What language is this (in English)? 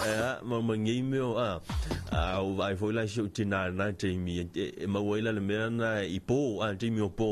Samoan